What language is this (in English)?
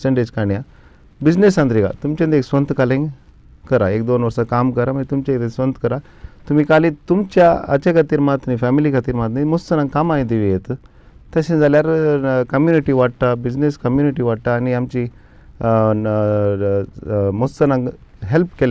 Konkani